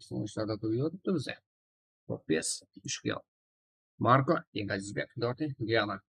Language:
Kara-Kalpak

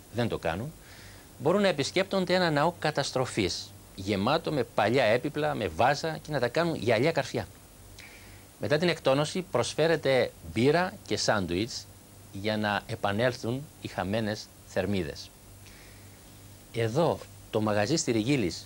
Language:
Greek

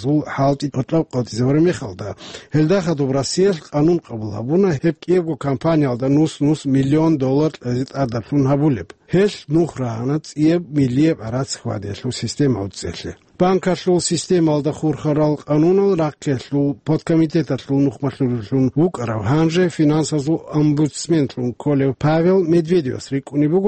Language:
Avaric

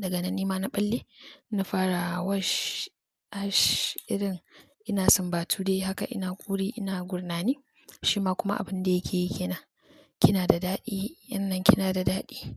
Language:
Hausa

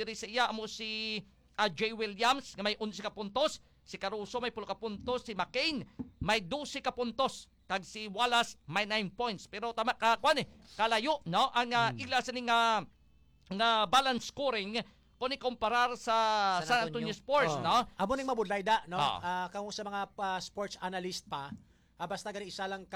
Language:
Hiligaynon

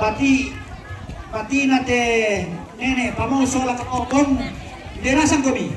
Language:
Toraja-Sa'dan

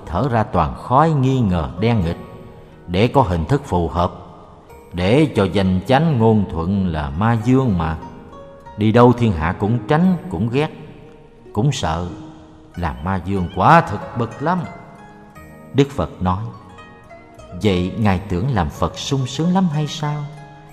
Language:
Vietnamese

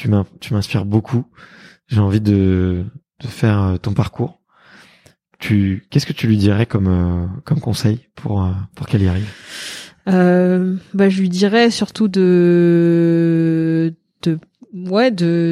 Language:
French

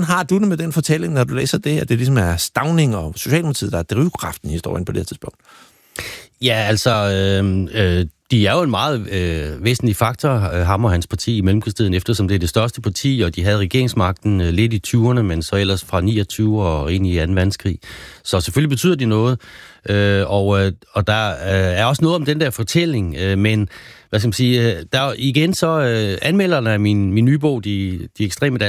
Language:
Danish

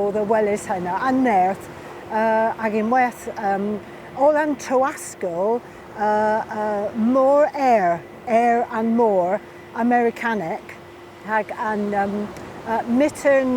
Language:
Cornish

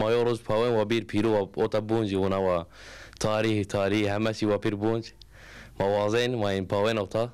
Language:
Zaza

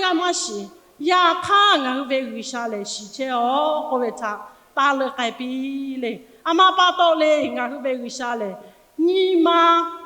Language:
Lahu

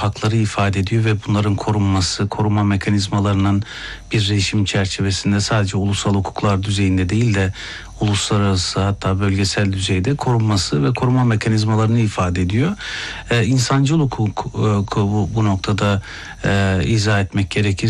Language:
Turkish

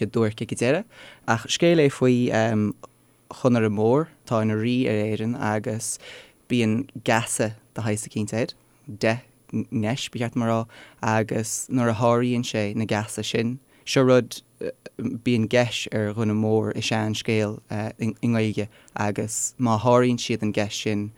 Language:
Irish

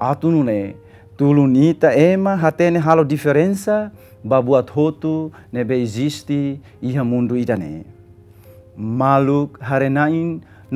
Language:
Tetum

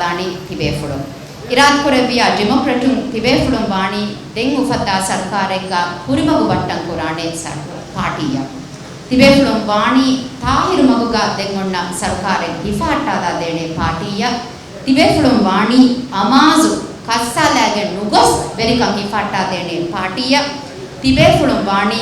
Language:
Divehi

